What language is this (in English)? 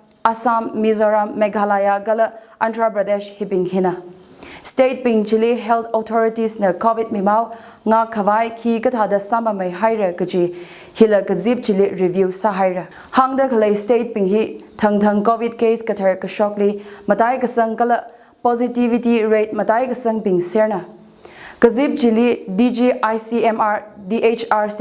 Tangkhul Naga (India)